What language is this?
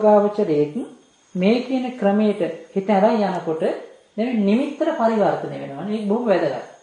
Sinhala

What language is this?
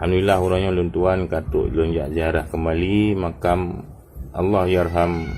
Achinese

